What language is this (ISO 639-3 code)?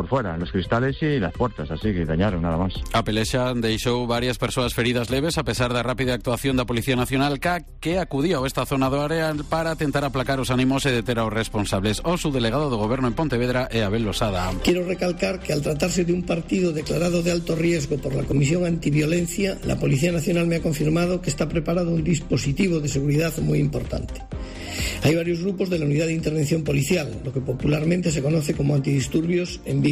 glg